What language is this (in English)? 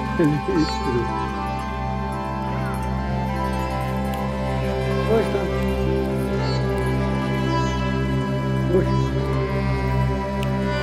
Turkish